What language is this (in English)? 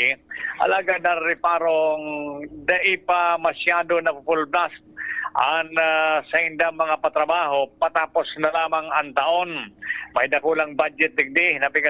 Bikol